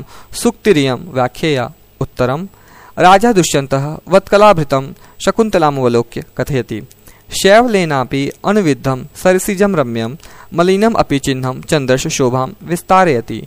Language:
Sanskrit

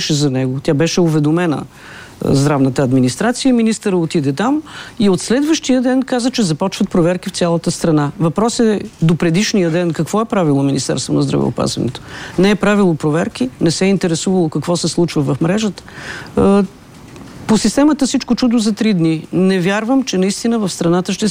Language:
Bulgarian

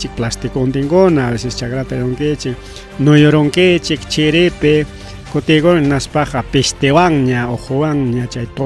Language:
Ayacucho Quechua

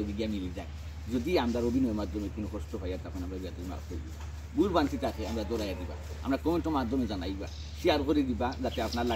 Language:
Sylheti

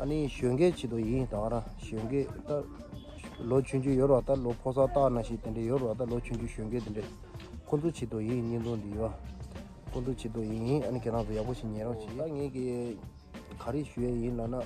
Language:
Tibetan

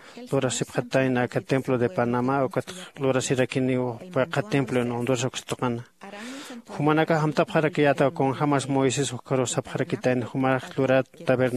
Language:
Aymara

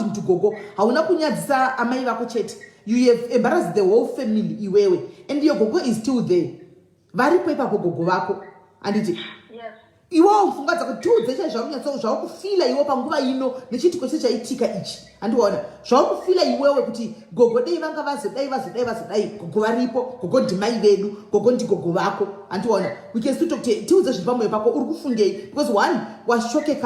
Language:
Shona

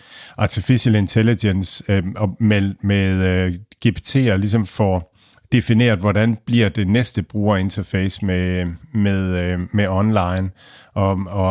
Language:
Danish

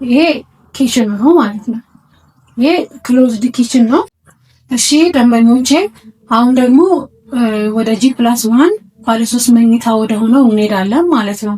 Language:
Amharic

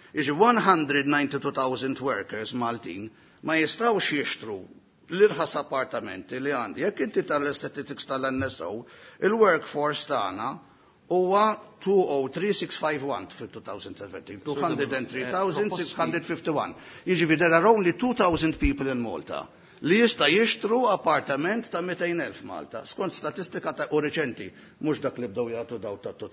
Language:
Maltese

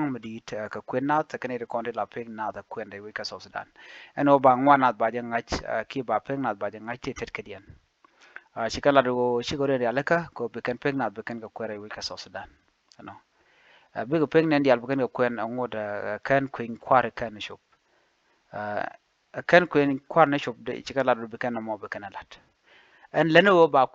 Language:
Nuer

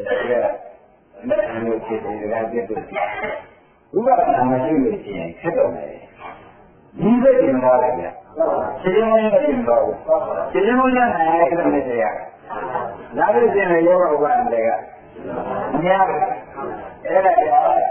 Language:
Burmese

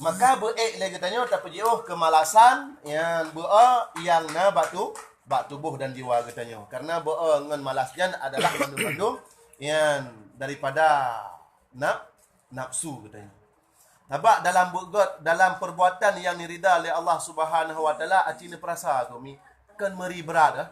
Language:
Achinese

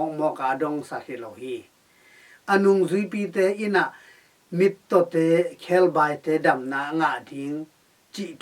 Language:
Tedim Chin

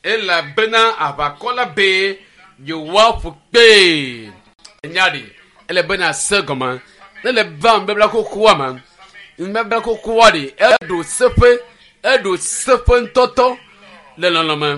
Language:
Ewe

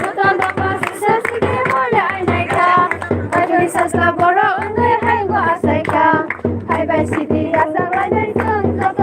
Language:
Kok Borok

